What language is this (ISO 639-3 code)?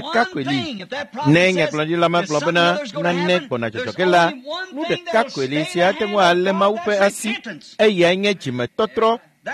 ewe